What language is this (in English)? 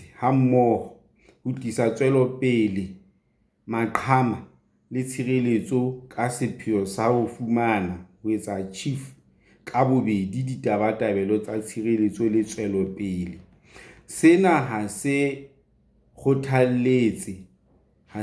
Southern Sotho